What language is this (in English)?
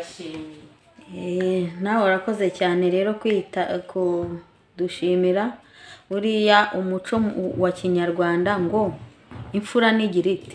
Kinyarwanda